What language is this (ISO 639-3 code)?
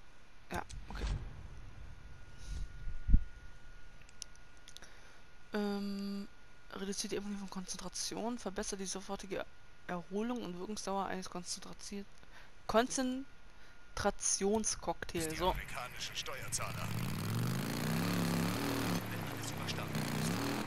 deu